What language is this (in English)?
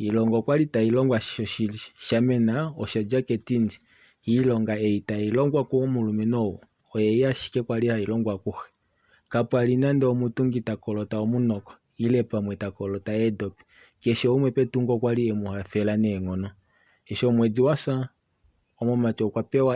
Kuanyama